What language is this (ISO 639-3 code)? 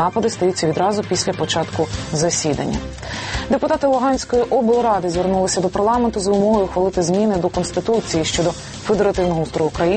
ukr